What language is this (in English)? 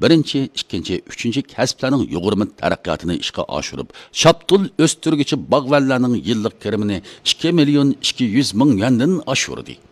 Uyghur